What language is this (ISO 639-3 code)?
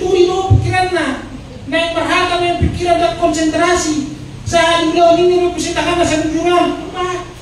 bbc